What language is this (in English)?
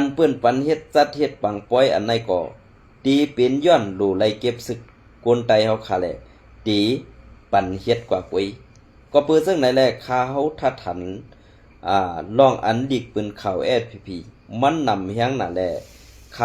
Shan